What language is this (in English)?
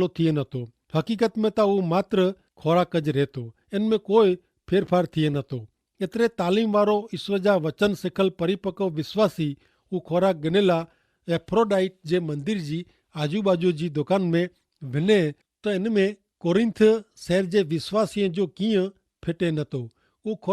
Kachhi